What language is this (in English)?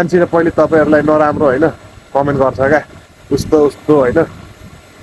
Nepali